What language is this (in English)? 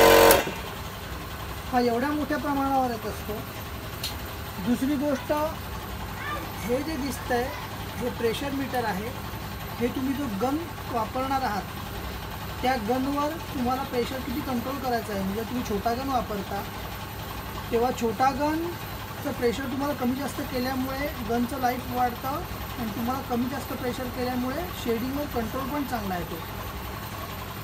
Marathi